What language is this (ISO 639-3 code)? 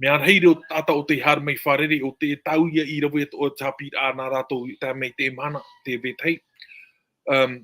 tah